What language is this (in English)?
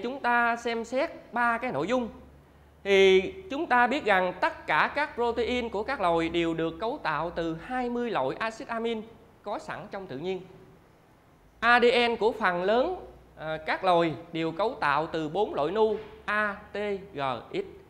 Vietnamese